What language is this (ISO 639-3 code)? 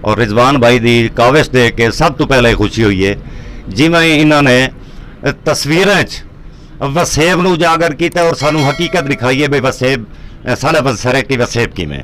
lah